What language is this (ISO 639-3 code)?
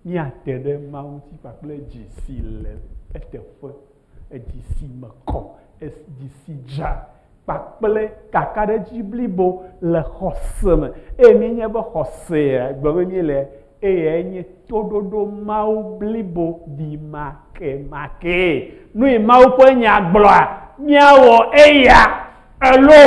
ewe